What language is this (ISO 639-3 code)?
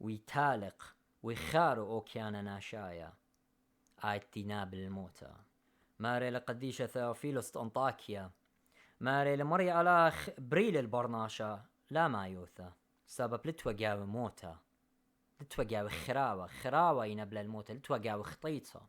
aii